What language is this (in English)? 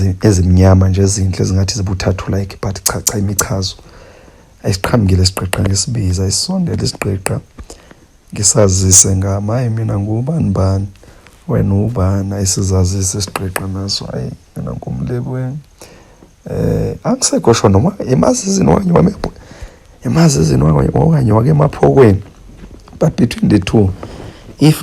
Zulu